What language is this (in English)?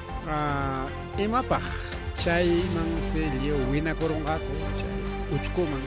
Ayacucho Quechua